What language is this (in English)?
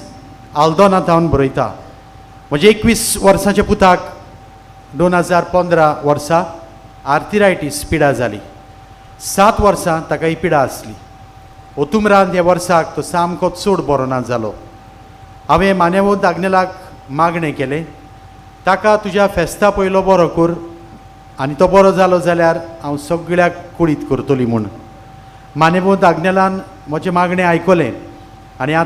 Konkani